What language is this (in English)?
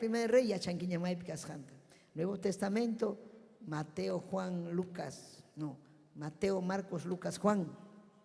Ayacucho Quechua